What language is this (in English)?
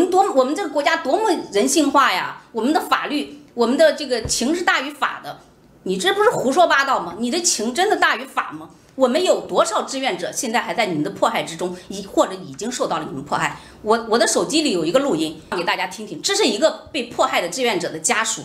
Chinese